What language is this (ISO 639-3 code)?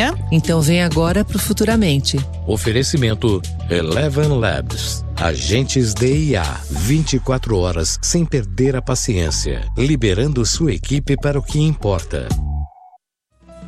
por